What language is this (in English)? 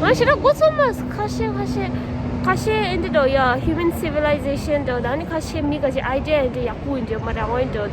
Tibetan